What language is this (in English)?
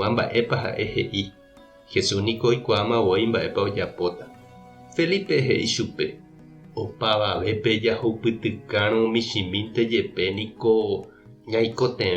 Guarani